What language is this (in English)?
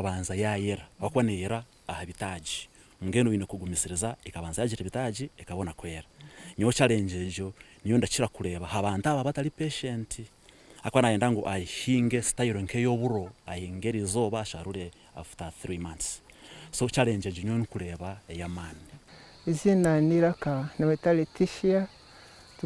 Nyankole